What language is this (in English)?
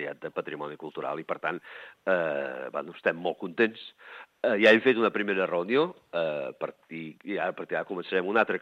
Catalan